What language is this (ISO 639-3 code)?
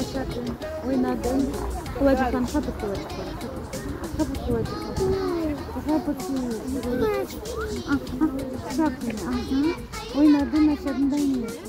crh